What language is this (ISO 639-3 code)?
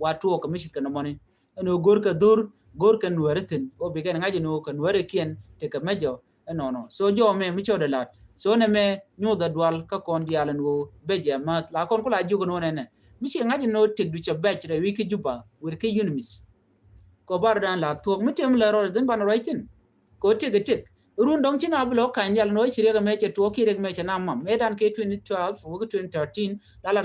nus